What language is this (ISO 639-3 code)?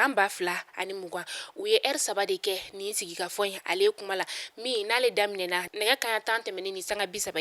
bam